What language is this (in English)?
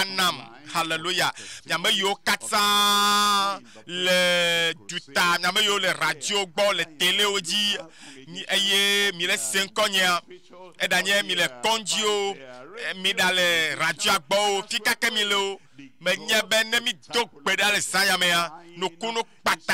Ewe